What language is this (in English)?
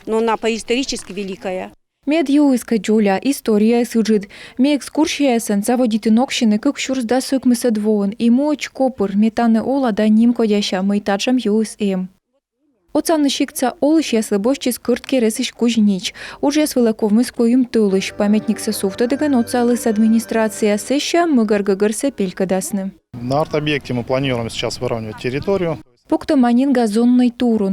Komi